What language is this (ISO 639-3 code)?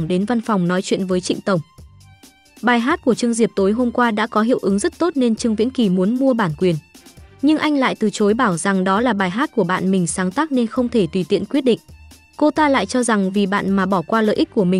vie